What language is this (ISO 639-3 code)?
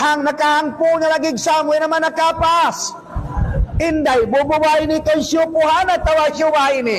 tsg